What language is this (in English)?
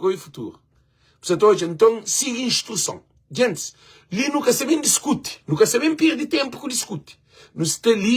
Kabuverdianu